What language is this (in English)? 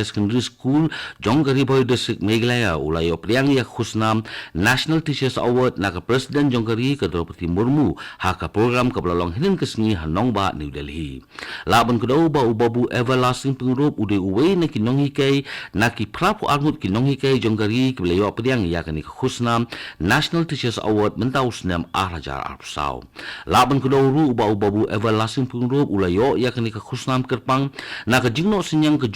Khasi